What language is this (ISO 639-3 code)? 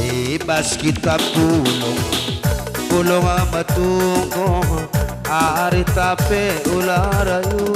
btx